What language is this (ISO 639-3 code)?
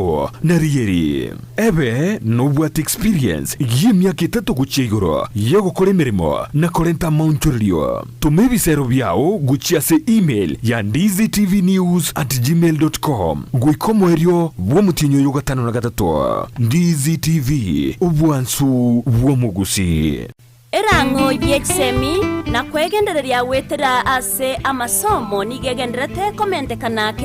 guz